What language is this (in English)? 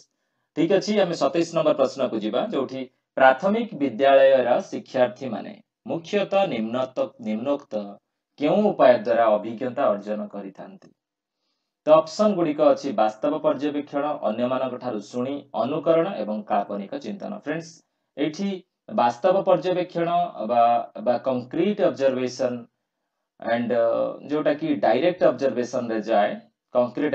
Odia